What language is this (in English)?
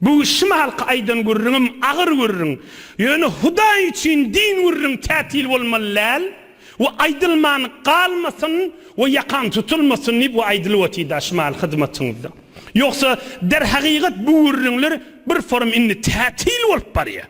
Turkmen